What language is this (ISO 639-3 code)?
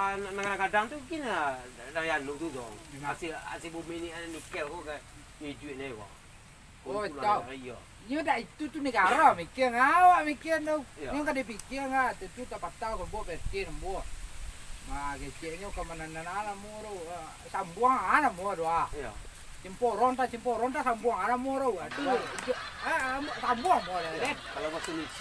min